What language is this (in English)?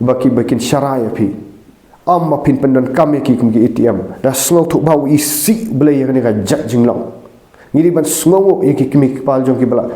Khasi